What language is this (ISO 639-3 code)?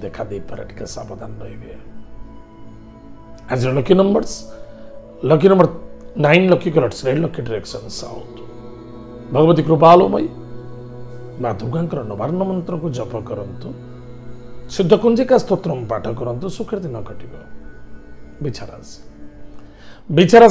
ori